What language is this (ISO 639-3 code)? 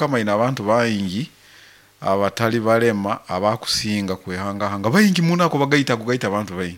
nyo